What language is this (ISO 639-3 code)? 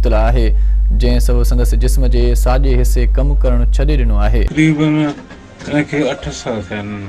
snd